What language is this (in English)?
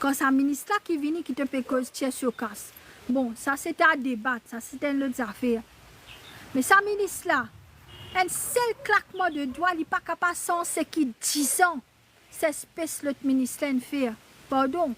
Morisyen